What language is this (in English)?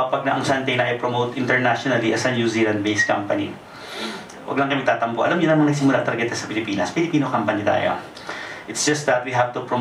Filipino